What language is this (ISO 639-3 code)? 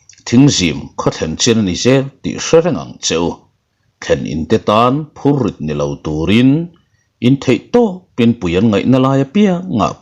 lus